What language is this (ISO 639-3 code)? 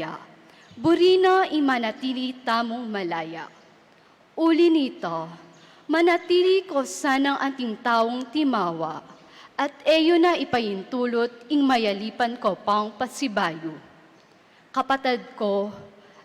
pam